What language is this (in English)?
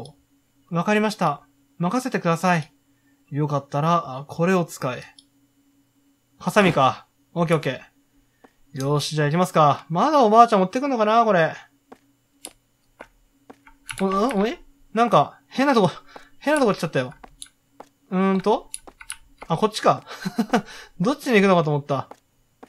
Japanese